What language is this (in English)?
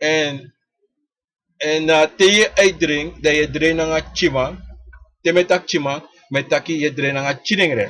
Sranan Tongo